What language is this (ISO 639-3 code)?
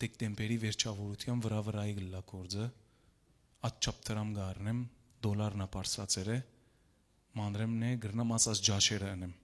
hyw